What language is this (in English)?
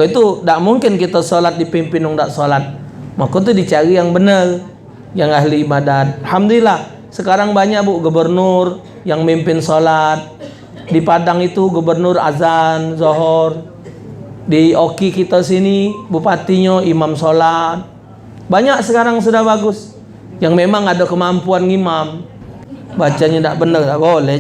Musi